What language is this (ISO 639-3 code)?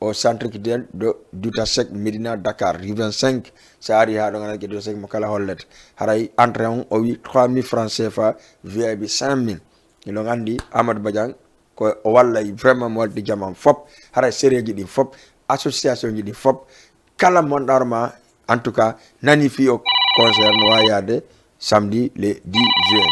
ful